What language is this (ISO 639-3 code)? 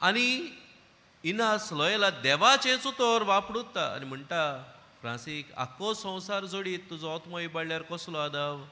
kok